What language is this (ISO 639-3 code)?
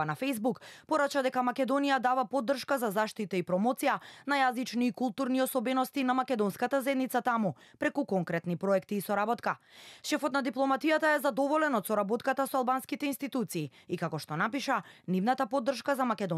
mkd